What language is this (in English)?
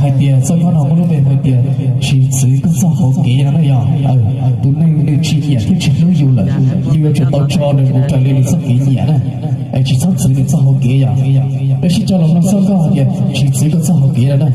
Hmong